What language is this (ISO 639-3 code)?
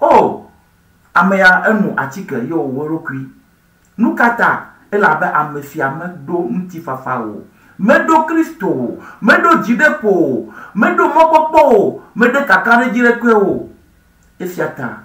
ewe